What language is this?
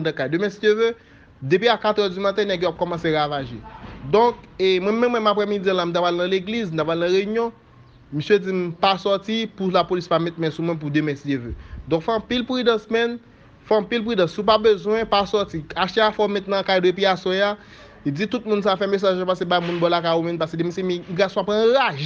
Haitian Creole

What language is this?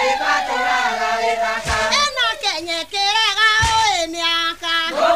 Kikuyu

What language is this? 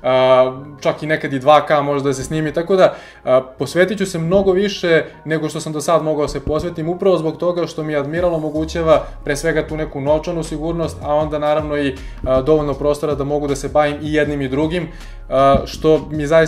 Serbian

